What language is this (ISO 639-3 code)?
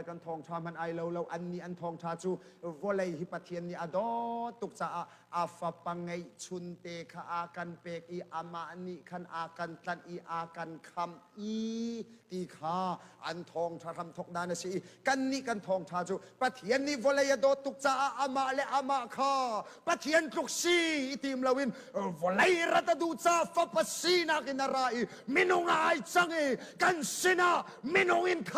cnh